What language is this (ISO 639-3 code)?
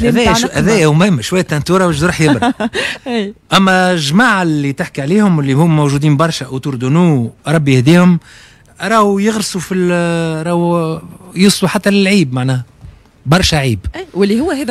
aeb